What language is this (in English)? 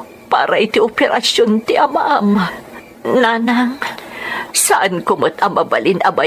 Iloko